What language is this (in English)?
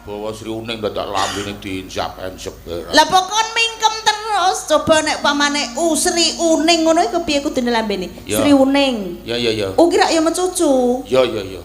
Javanese